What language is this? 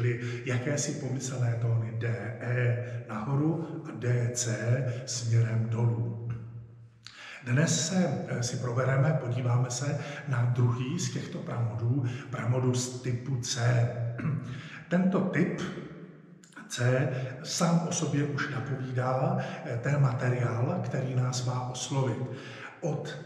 Czech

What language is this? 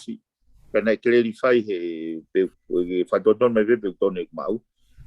Tongan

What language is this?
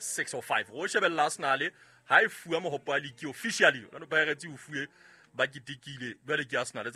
Southern Sotho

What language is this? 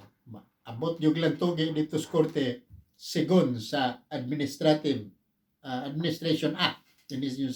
Cebuano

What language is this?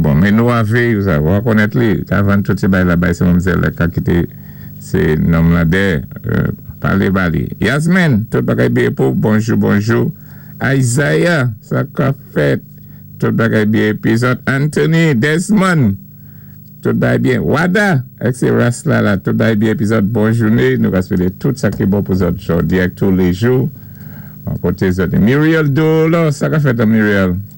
Saint Lucian Creole French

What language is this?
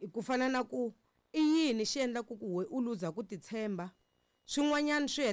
Tsonga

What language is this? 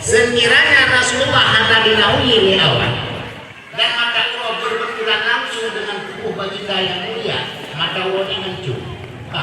Achinese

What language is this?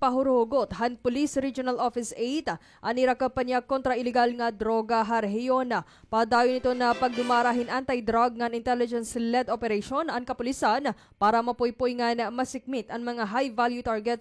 Waray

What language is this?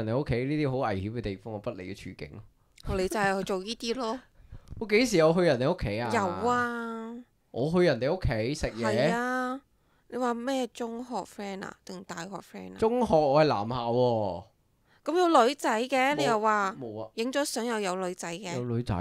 Cantonese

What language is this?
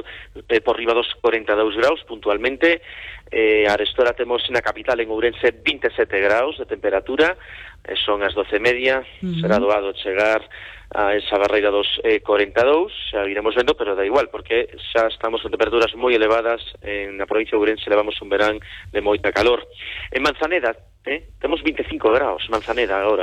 Galician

